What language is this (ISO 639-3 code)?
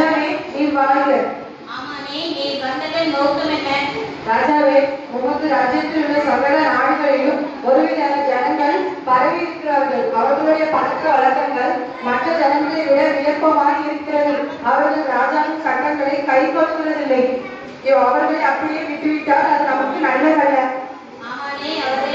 tam